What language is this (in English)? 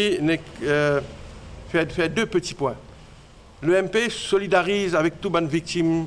Morisyen